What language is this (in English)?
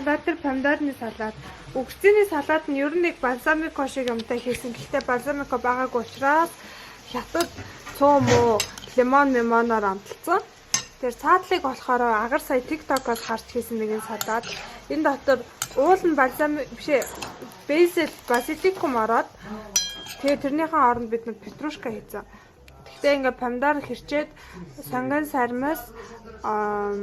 Mongolian